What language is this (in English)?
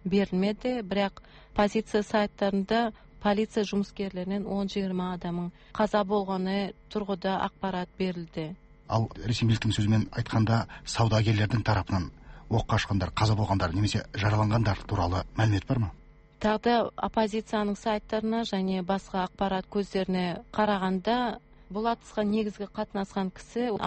Kazakh